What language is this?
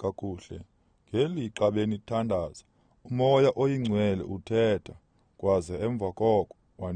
Xhosa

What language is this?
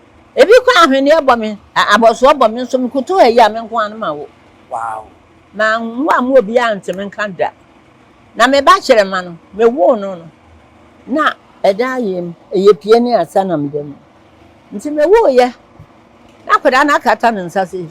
Akan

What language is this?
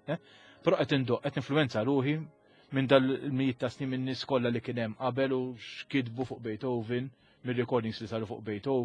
Maltese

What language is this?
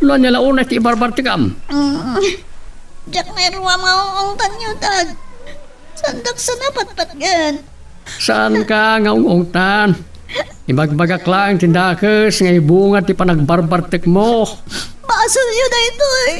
Iloko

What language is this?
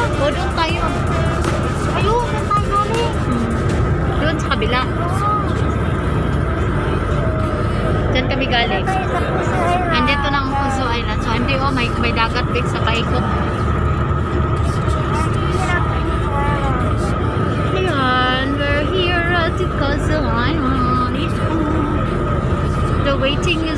Filipino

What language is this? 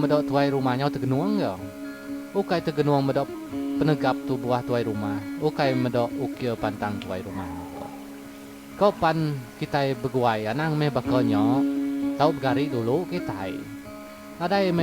Iban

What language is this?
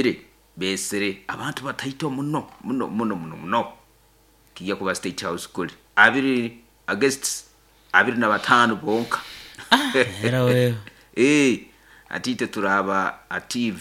Nyoro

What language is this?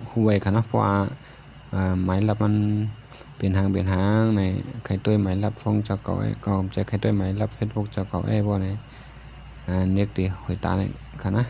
Shan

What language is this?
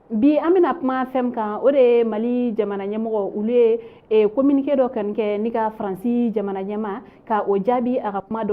Bambara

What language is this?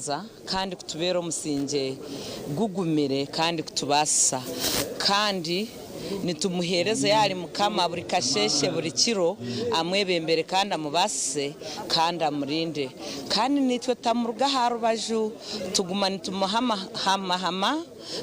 Nyankole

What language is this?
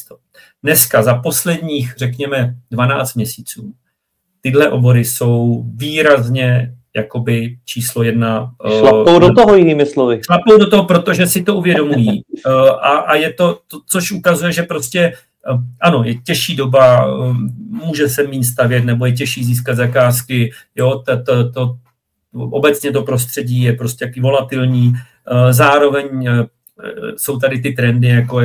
Czech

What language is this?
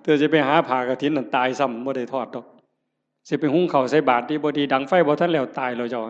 Northeastern Thai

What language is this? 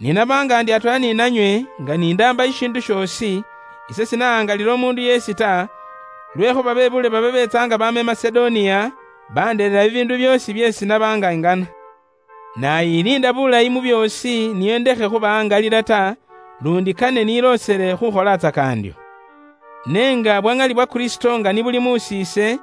Luyia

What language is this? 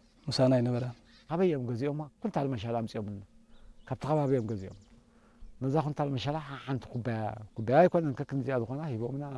Tigrinya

